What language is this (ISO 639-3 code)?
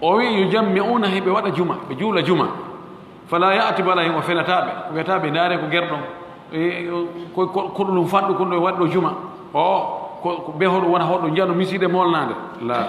ful